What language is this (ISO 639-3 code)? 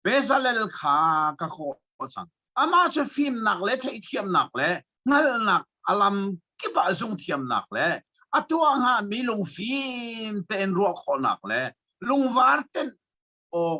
cnh